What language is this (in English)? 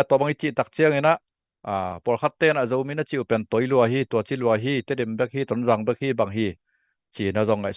Tedim Chin